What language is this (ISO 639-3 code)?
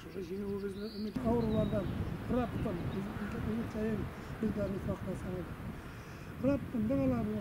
tat